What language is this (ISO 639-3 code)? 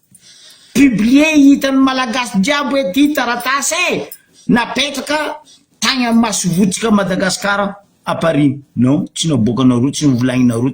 mlg